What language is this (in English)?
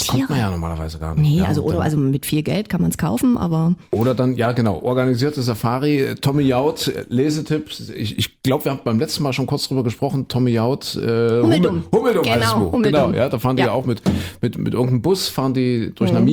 German